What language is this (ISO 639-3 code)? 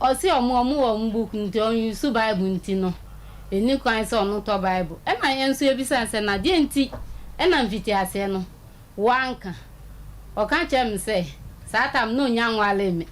aka